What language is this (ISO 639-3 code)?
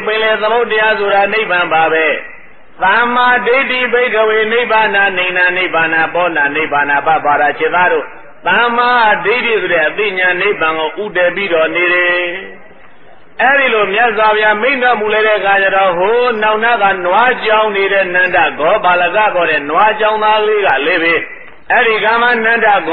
mya